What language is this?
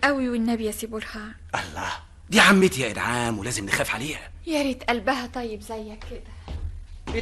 Egyptian Arabic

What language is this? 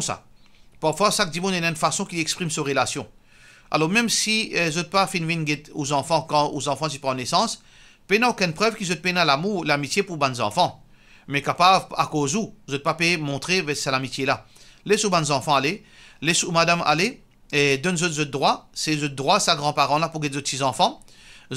Morisyen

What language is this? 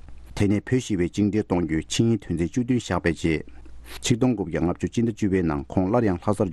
Tibetan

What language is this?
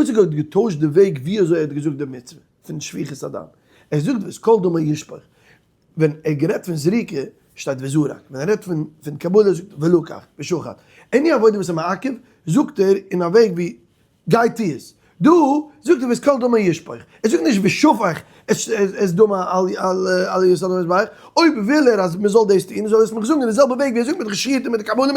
Yiddish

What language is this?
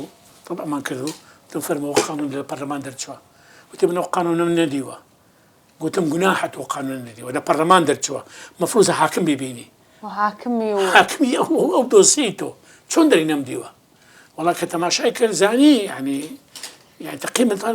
Central Kurdish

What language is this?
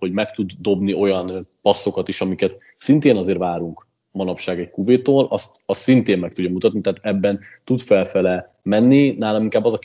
Hungarian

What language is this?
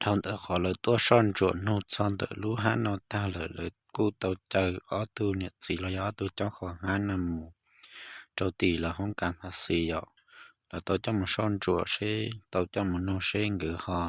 Hmong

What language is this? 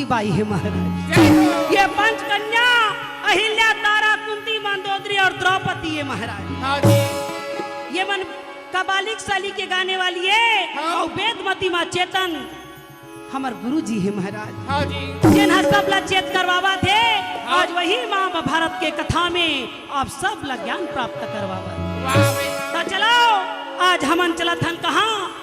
Chhattisgarhi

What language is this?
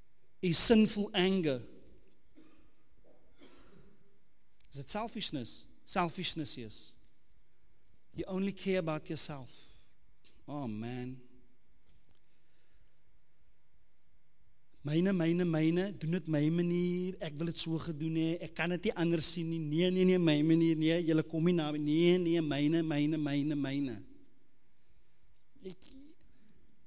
Afrikaans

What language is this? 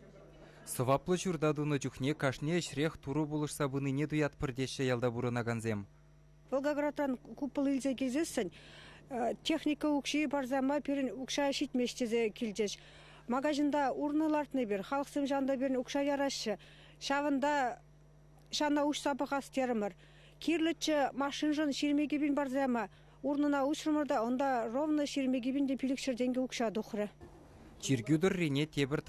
Chuvash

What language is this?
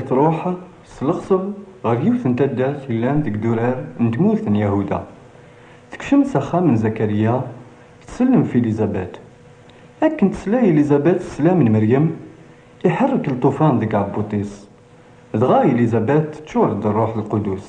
Kabyle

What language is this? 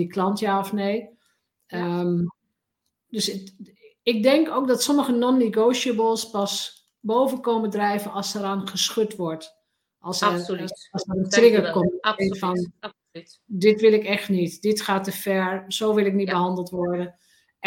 Dutch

